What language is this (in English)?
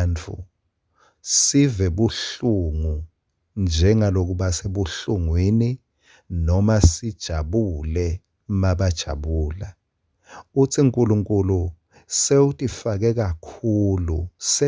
Swati